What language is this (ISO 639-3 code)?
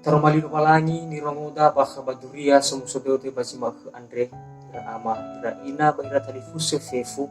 nia